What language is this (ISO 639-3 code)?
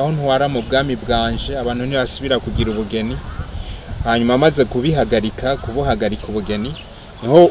run